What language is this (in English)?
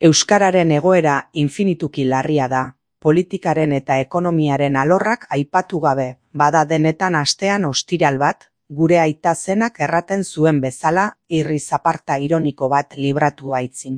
Basque